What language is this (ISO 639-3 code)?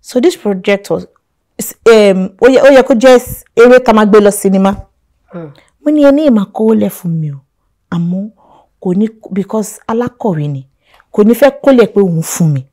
yor